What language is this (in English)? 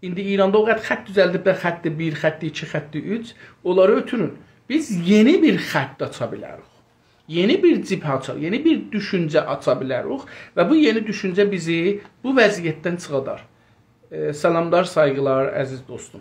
South Azerbaijani